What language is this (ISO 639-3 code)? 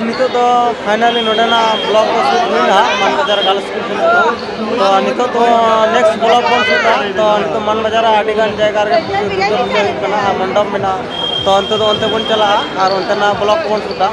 sat